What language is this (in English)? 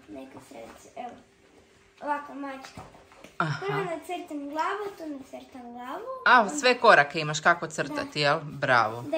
Croatian